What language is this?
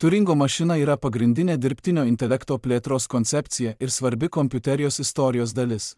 Lithuanian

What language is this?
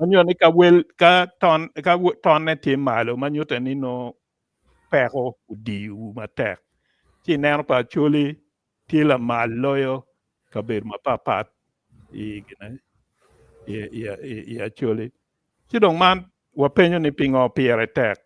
Acoli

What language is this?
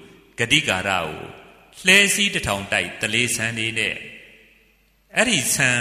Burmese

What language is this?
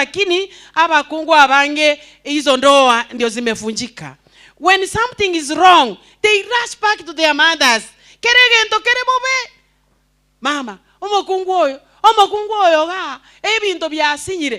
Gusii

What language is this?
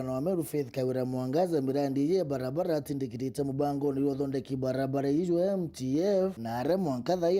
Meru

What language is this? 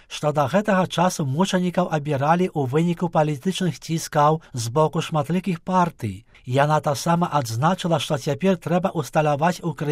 Belarusian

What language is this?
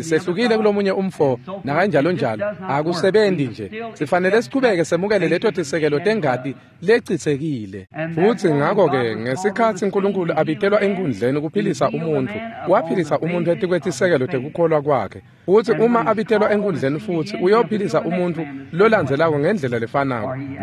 Swati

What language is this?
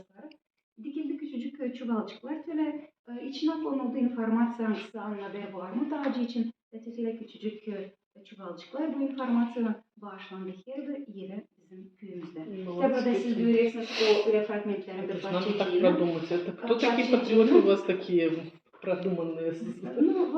Gagauz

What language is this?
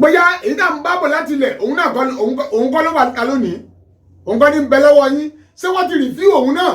Yoruba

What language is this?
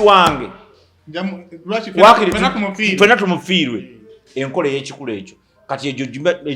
Ganda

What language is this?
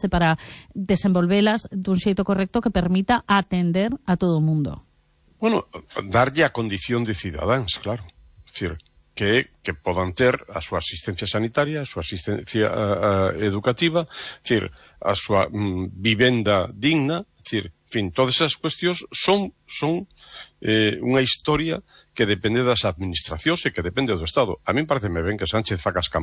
Galician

